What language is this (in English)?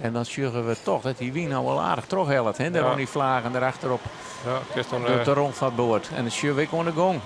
Western Frisian